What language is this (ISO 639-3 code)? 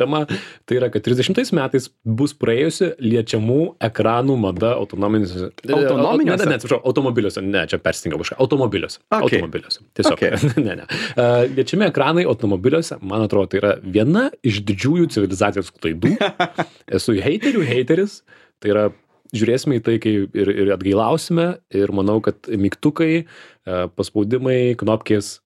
lit